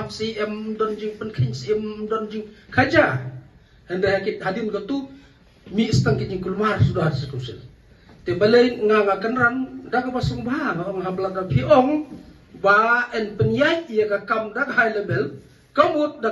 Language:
Khasi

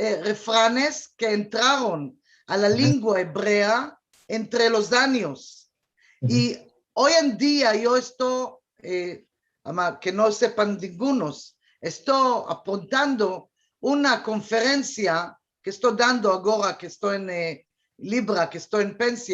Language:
Ladino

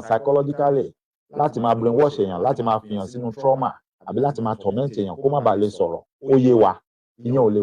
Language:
Yoruba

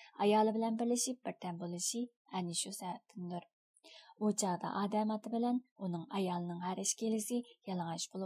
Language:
Uyghur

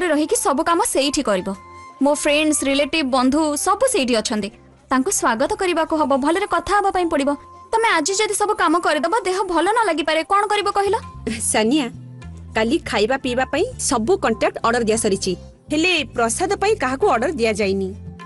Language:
Odia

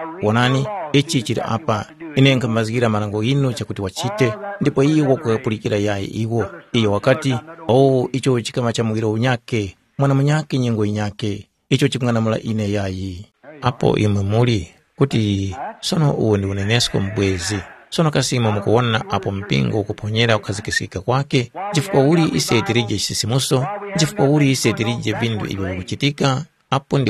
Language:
Tumbuka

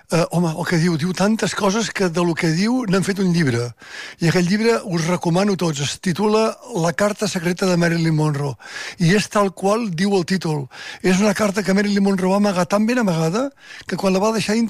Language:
Catalan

